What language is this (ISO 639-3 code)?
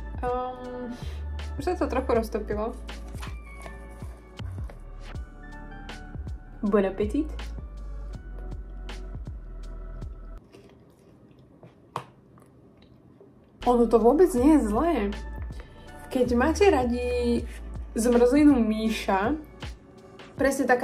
slk